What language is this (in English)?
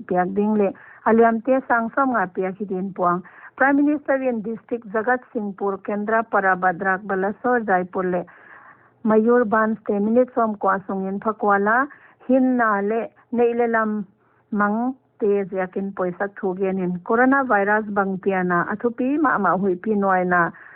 Paite Chin